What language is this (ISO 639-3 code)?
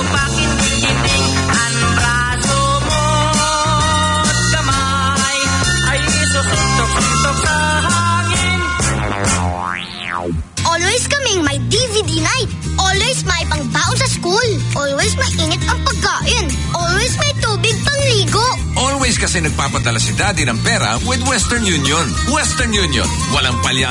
fil